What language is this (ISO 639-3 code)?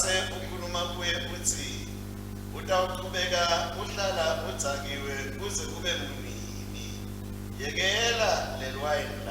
ssw